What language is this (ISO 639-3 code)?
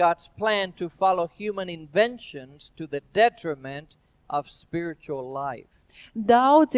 lav